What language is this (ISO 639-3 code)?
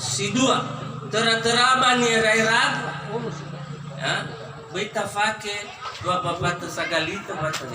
nia